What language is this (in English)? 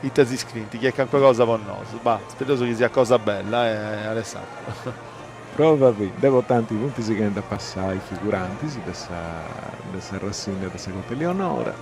Sardinian